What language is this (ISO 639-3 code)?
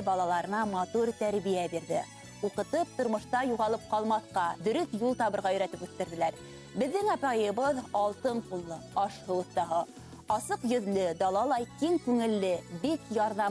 bak